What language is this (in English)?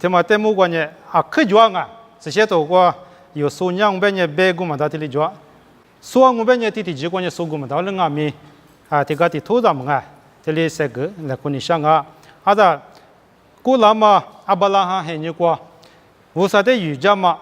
Lisu